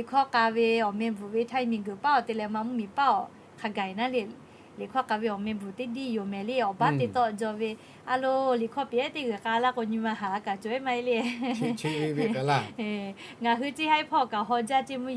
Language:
Lahu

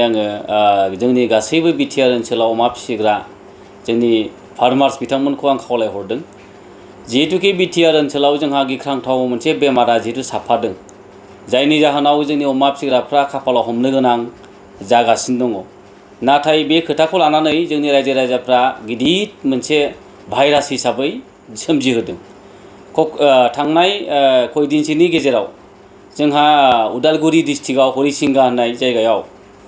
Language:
Bodo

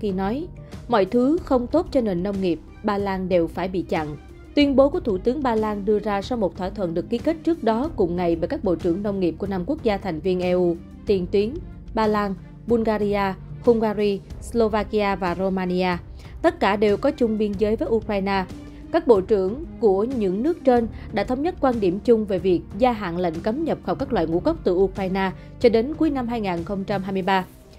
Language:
Vietnamese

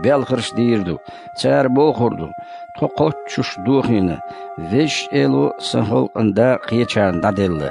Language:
Chechen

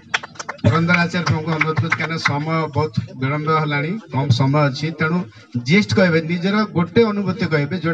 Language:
Odia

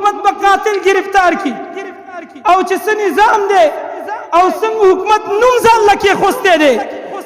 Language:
Pashto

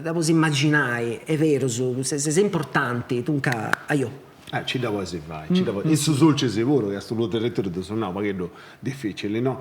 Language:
Sardinian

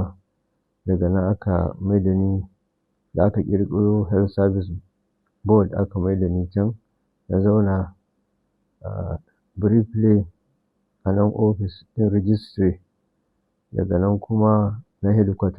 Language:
Hausa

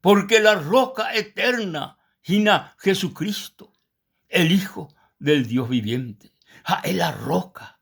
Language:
Guarani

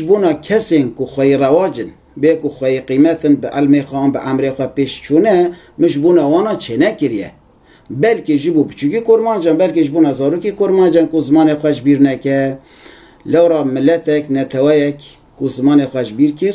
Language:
Kurdish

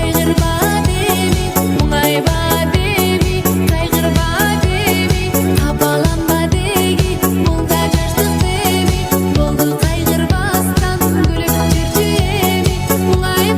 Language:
Kara-Kalpak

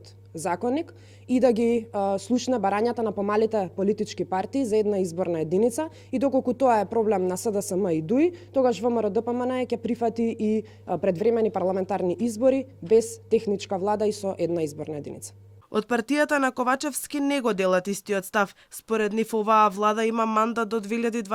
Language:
Macedonian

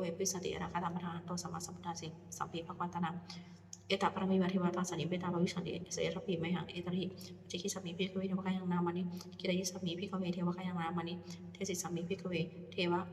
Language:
Pali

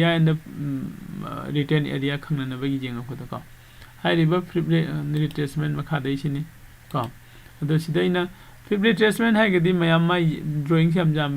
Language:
Manipuri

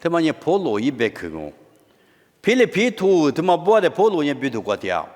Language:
Lisu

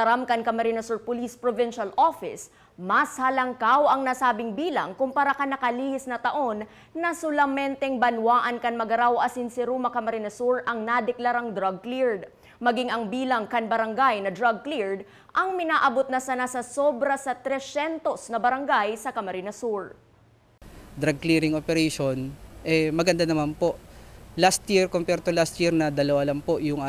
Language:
Bikol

